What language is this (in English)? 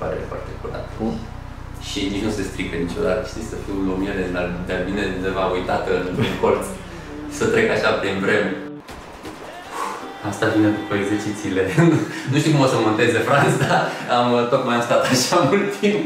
Romanian